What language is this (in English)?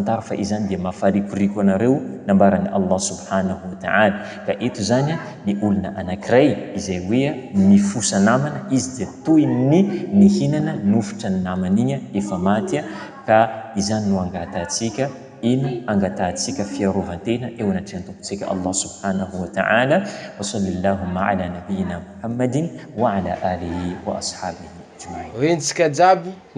Malagasy